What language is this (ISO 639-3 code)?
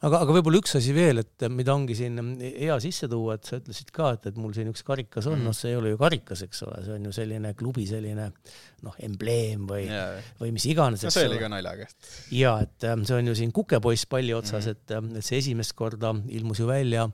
est